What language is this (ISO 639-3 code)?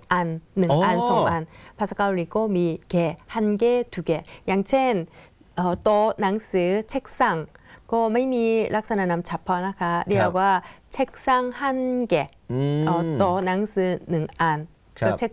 tha